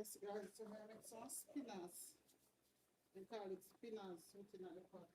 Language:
Jamaican Creole English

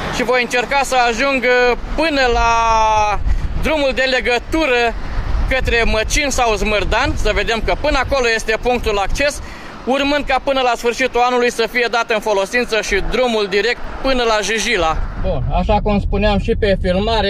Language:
Romanian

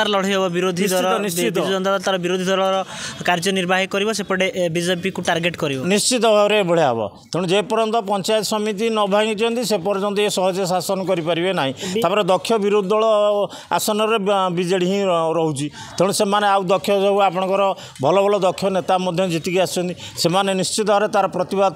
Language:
Odia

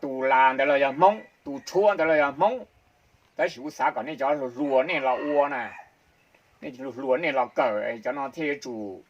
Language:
Hmong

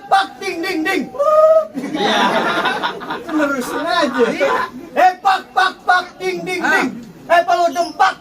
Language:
Betawi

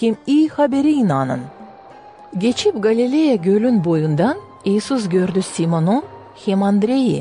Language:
Gagauz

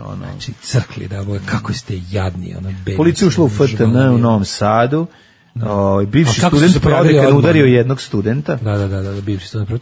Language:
Serbian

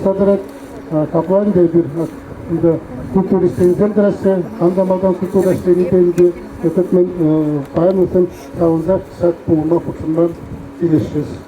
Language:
Chuvash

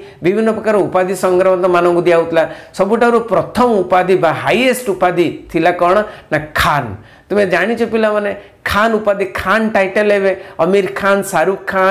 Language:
Odia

